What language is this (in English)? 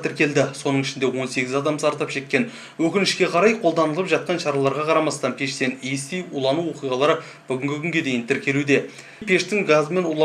Kazakh